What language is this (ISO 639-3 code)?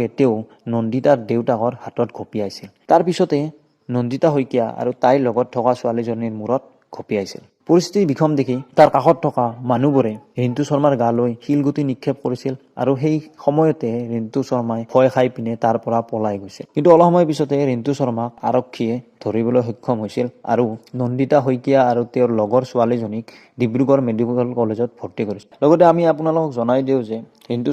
asm